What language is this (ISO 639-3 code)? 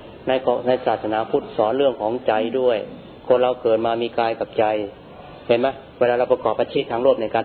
tha